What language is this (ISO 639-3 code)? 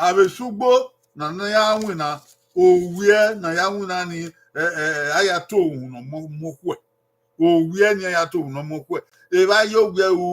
bin